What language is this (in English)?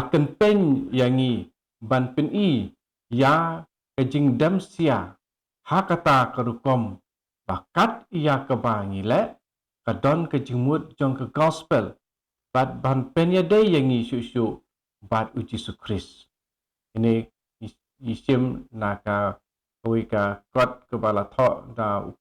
Khasi